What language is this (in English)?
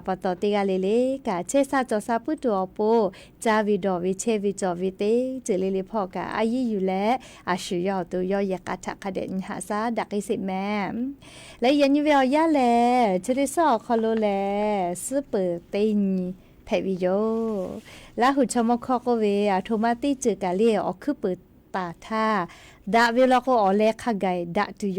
Lahu